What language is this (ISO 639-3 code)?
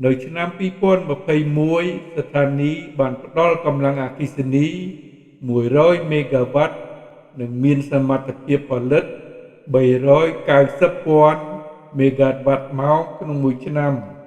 khm